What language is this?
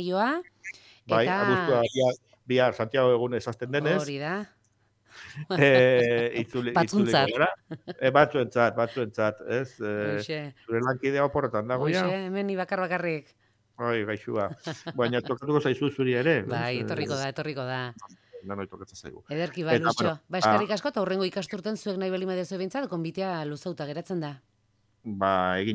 Basque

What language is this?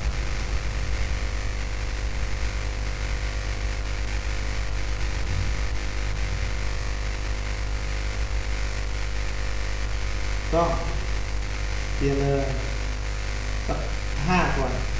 Thai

